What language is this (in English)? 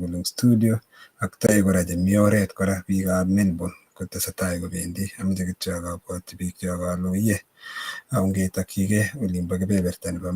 Kalenjin